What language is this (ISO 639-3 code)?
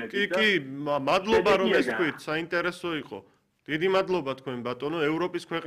kat